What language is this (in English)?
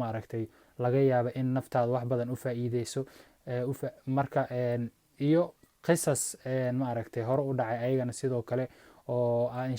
Somali